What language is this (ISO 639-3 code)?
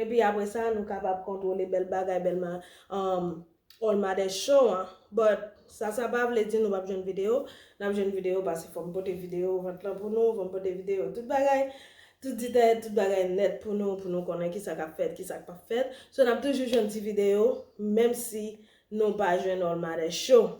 hat